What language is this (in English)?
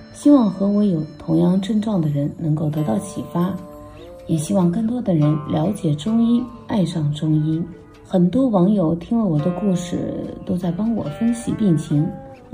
Chinese